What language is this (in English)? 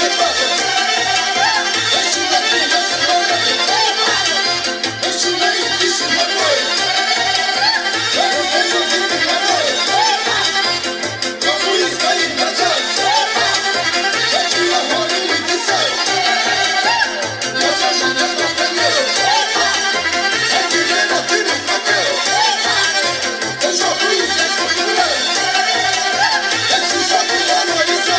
Romanian